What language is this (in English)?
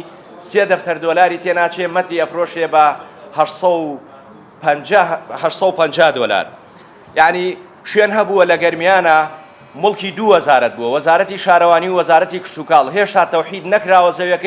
Central Kurdish